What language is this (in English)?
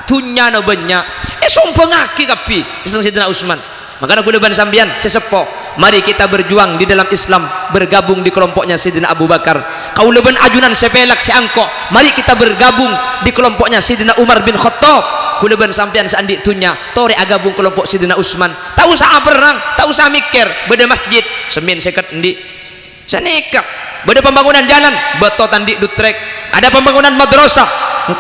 Madurese